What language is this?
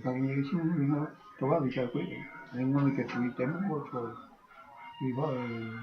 Mapuche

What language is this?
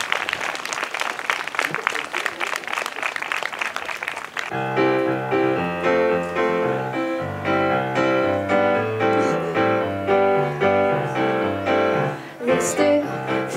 Danish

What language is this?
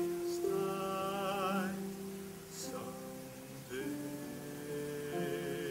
Italian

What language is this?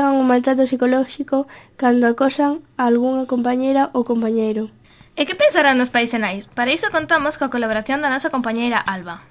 Galician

